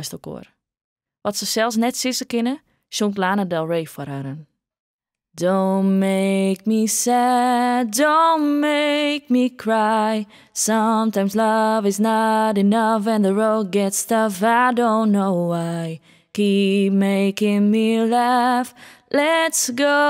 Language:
Western Frisian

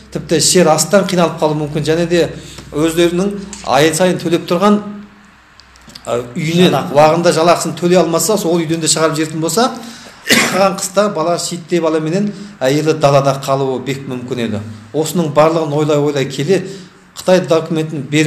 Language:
Kazakh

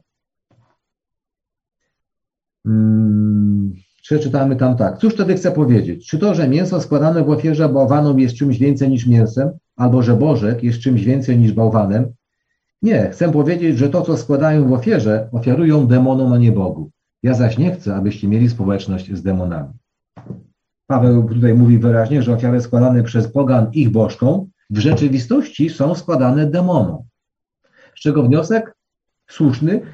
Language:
Polish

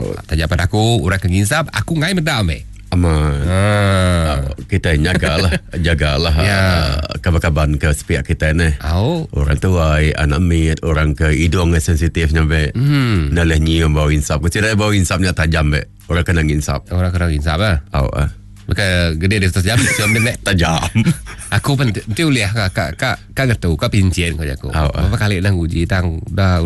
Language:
Iban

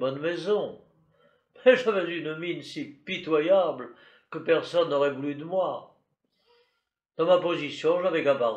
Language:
French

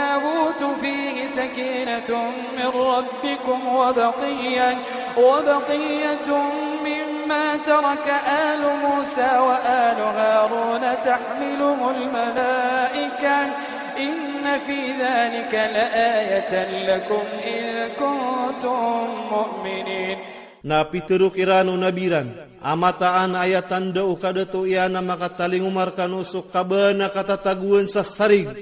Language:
Iranun (Philippines)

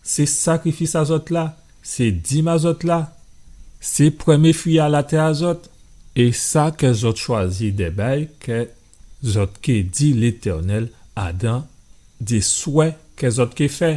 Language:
Guadeloupean Creole French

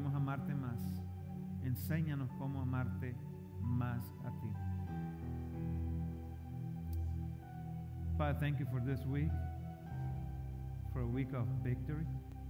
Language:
Spanish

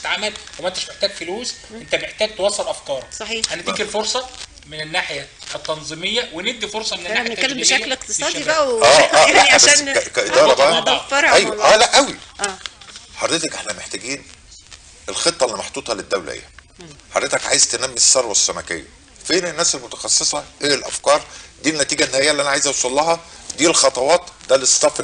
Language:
Egyptian Arabic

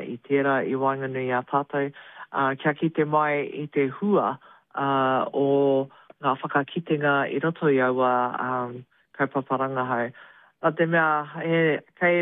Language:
Māori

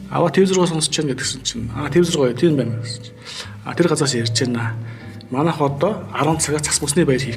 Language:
Mongolian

